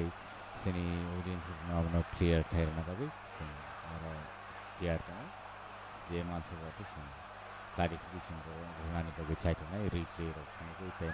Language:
Kok Borok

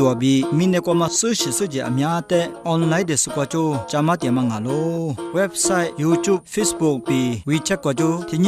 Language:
Lisu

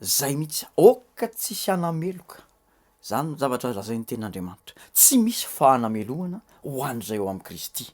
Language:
Malagasy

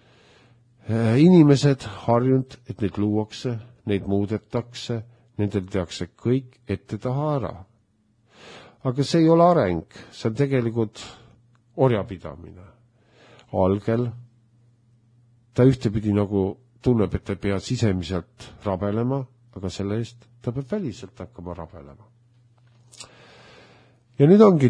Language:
Estonian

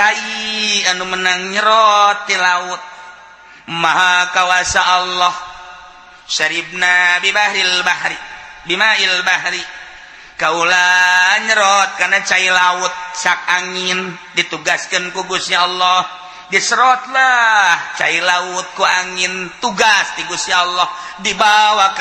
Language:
Sundanese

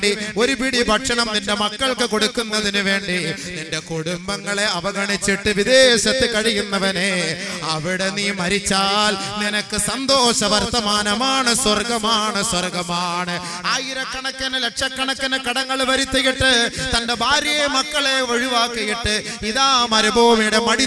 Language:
Malayalam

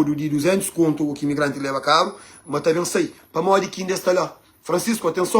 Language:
Kabuverdianu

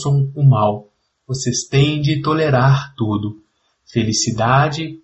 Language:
Portuguese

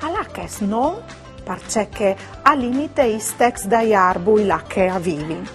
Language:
Friulian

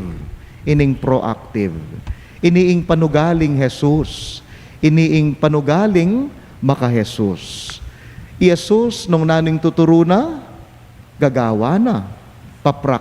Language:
Pampanga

